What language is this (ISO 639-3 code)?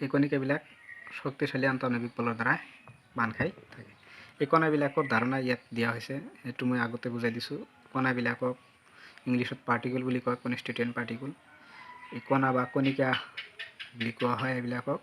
asm